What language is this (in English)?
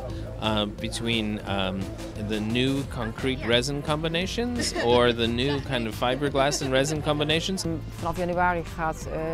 Western Frisian